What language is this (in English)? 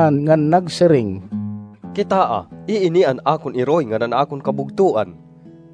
Waray